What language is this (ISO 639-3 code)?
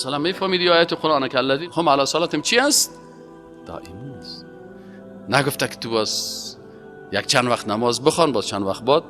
fas